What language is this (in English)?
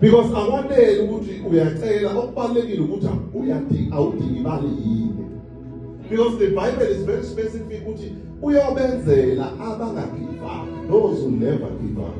Zulu